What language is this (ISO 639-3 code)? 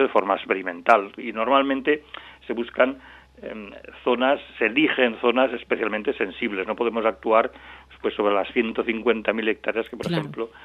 spa